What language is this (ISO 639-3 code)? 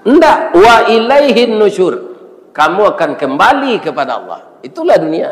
min